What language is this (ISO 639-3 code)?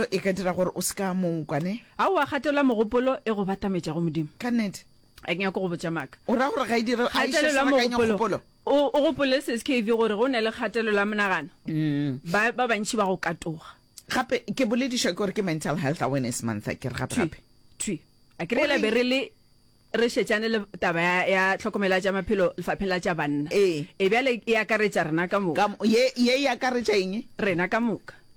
nso